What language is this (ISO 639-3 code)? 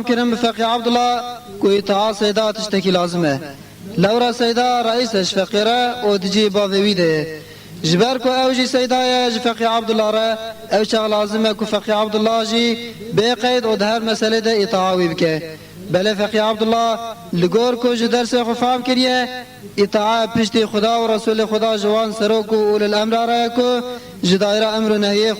kur